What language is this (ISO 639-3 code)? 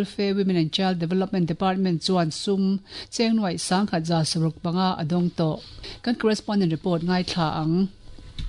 lus